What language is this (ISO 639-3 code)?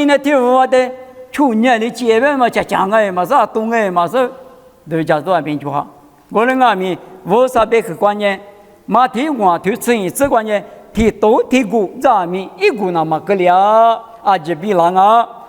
lis